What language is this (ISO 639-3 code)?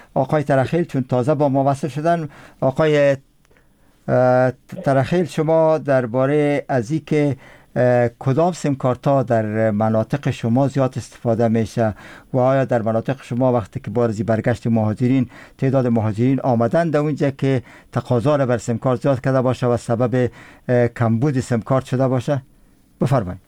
fas